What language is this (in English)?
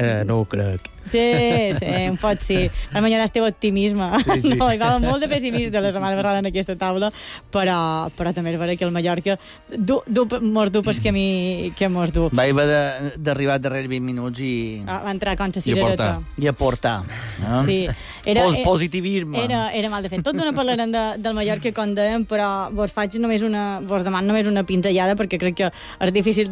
Catalan